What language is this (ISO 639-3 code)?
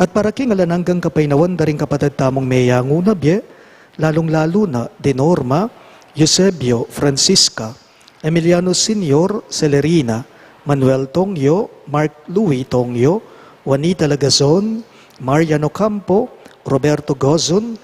pam